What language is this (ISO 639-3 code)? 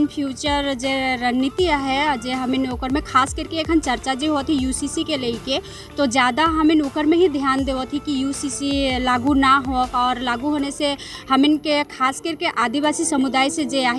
sck